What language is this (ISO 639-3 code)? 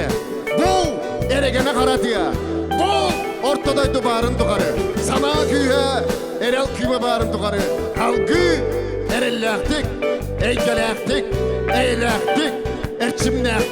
sah